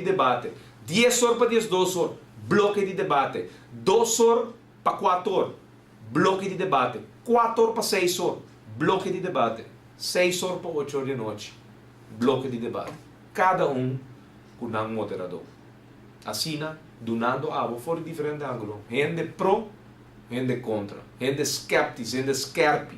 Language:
Papiamento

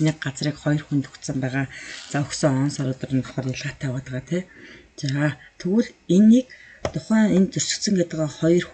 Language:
Mongolian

